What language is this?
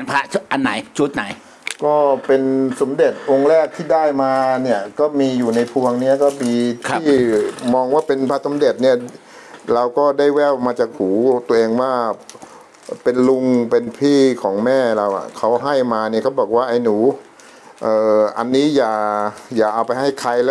Thai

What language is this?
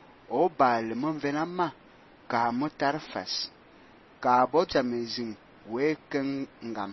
Fang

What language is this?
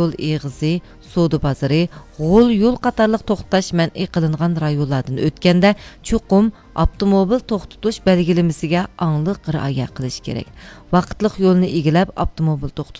Uyghur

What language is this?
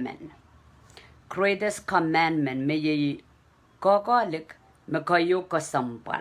Pohnpeian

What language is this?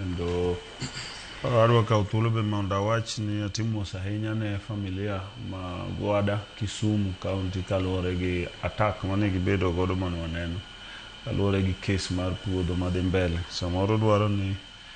Luo (Kenya and Tanzania)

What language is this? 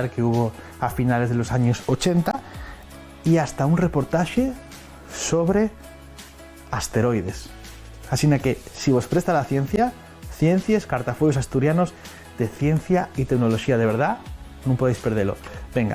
Asturian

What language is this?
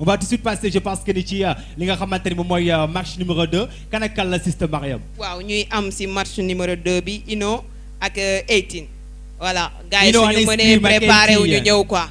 Wolof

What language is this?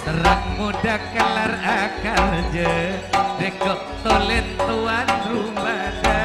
Madurese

